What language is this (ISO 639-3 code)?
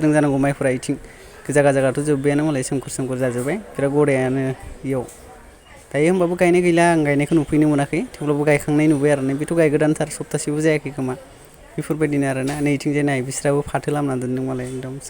brx